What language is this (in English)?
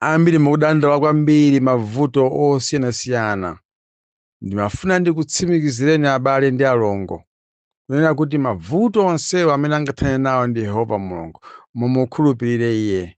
Nyanja